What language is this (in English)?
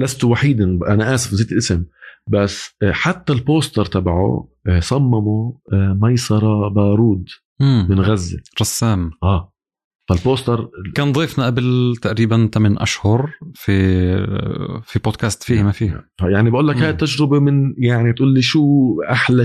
North Levantine Arabic